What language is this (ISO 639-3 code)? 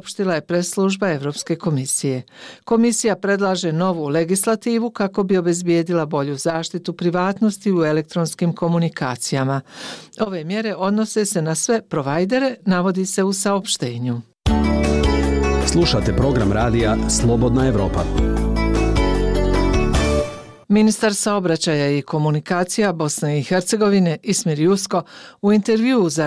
bos